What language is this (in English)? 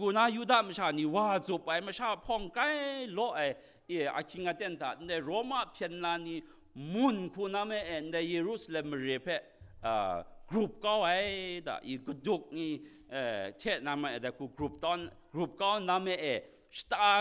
Kachin